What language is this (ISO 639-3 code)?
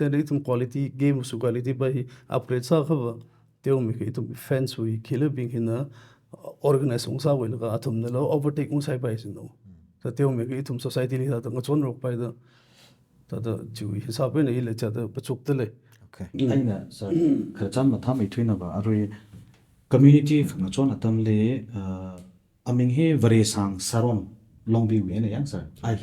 nmf